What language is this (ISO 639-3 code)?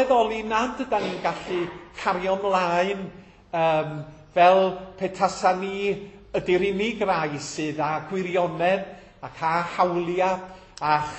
cym